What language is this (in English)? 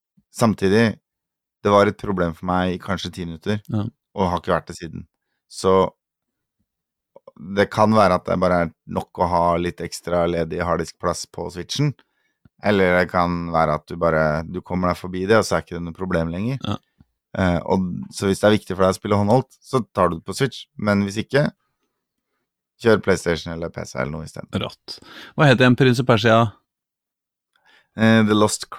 Norwegian